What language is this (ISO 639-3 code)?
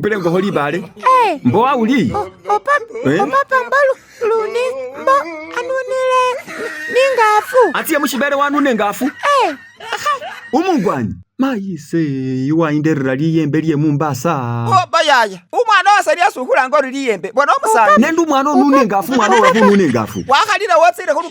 myx